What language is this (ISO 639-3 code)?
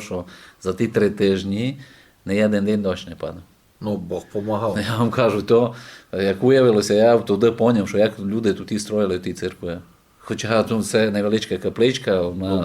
rue